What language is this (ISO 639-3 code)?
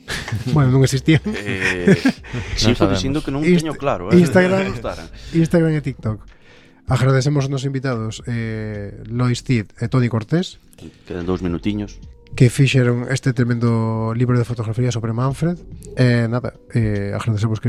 glg